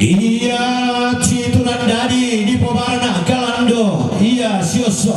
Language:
Toraja-Sa'dan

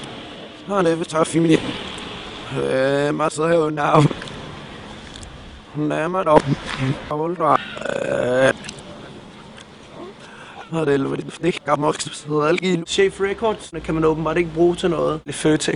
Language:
Danish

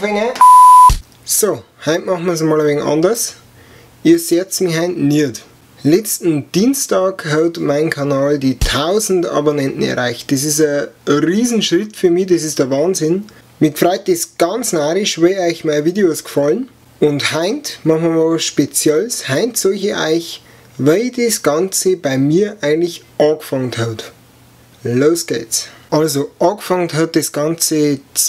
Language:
Bavarian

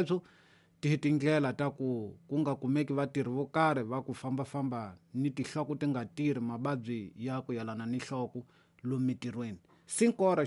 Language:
Tsonga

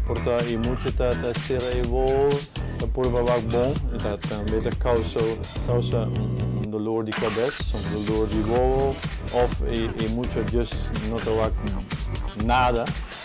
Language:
Papiamento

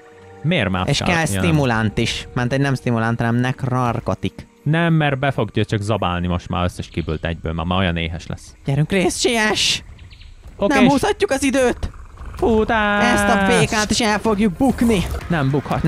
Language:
Hungarian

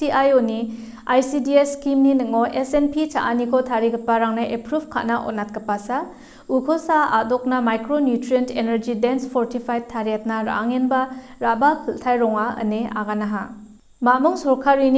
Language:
Garo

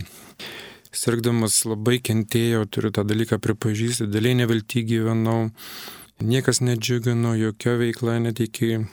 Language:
Lithuanian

